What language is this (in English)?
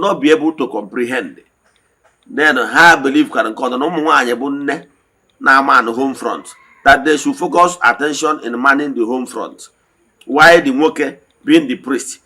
Igbo